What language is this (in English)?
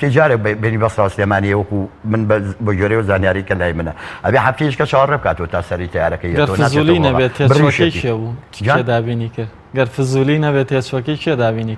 Central Kurdish